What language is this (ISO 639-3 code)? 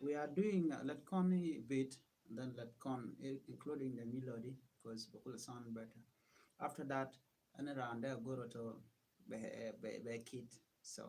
nus